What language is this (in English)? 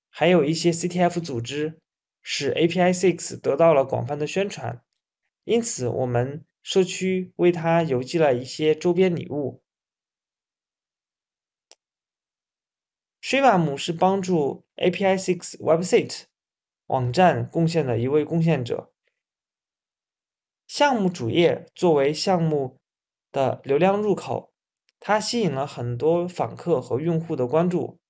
Chinese